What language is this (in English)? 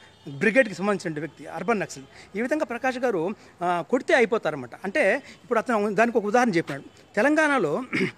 Telugu